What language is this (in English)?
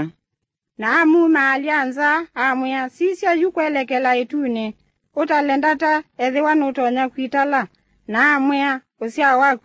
Kamba